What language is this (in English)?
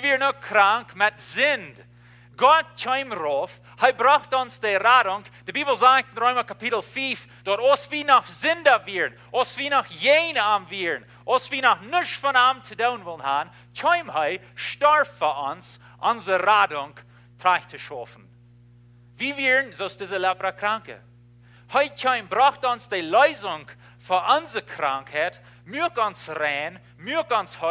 Plautdietsch